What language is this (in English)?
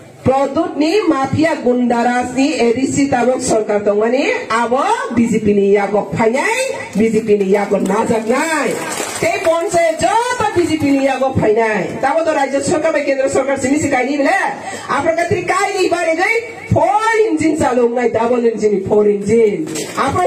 Riang (India)